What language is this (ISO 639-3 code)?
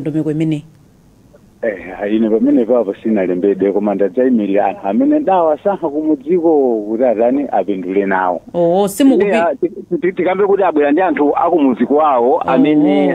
nya